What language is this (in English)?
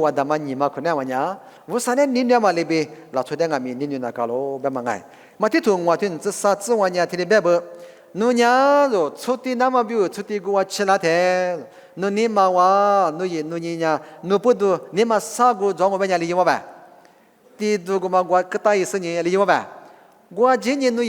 Lisu